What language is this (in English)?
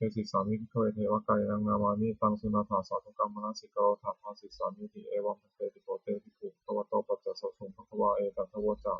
Pali